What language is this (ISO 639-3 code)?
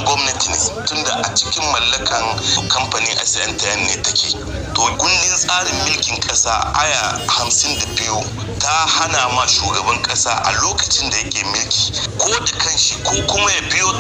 hau